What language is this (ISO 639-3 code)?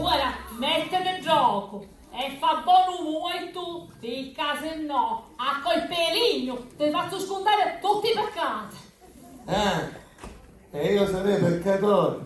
scn